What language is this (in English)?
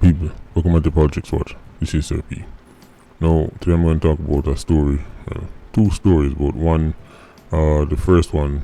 Jamaican Creole English